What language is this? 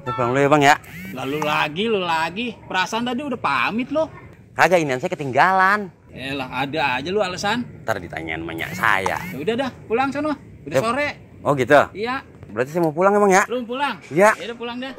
Betawi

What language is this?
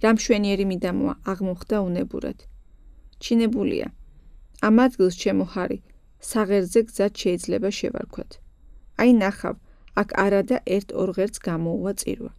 Georgian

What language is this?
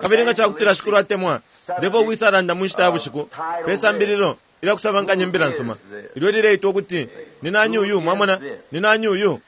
Bemba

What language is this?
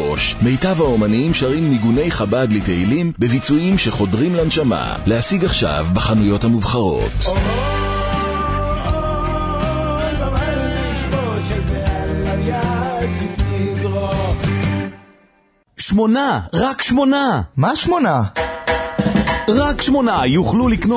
Hebrew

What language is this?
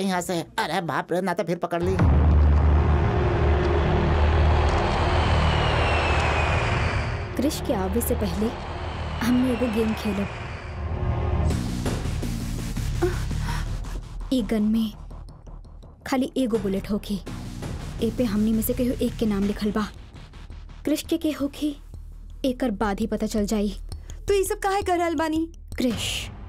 Bhojpuri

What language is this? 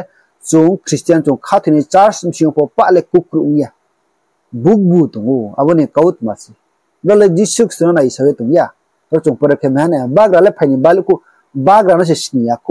Riang (India)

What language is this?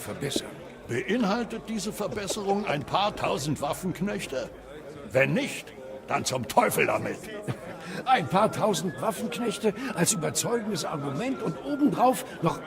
Bavarian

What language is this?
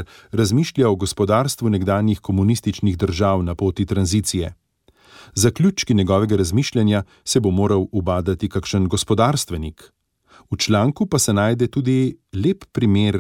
Slovenian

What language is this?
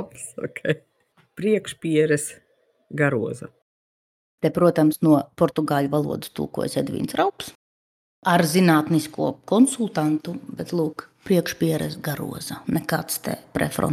Latvian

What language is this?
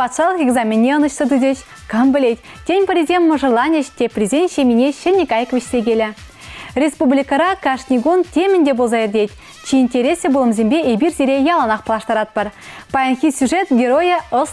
Chuvash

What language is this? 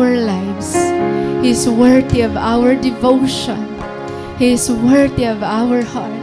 Waray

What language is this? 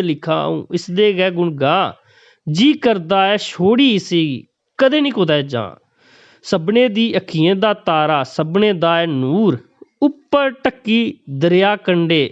Dogri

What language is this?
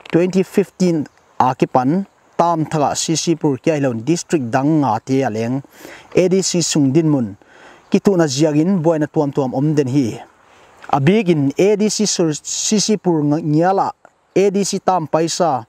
Paite Chin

